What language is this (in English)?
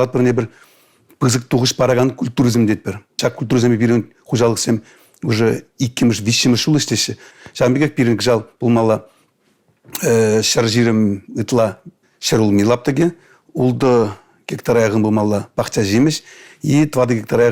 Chuvash